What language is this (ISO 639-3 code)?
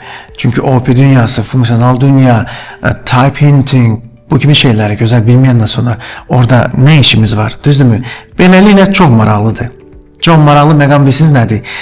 aze